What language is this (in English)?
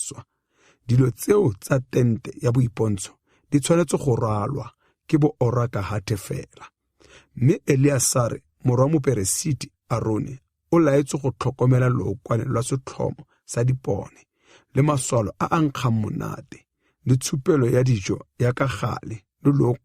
Tswana